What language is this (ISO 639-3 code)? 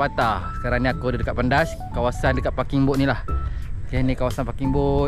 msa